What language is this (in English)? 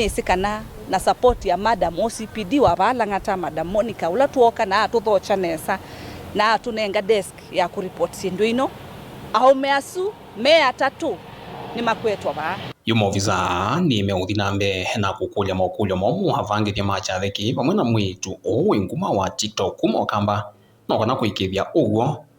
Kamba